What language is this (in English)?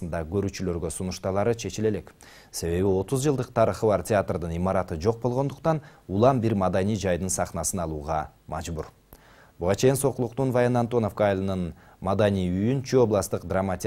Kyrgyz